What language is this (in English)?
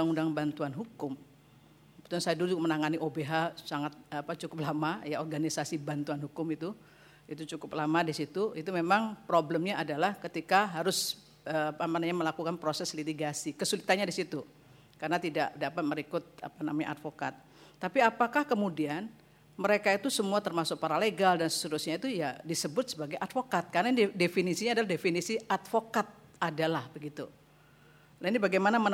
Indonesian